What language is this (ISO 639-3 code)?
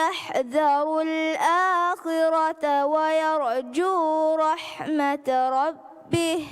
div